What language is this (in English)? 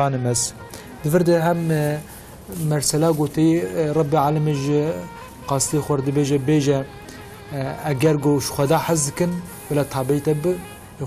Kurdish